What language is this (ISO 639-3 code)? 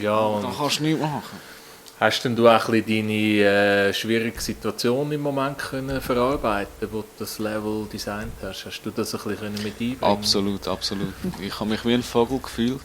gsw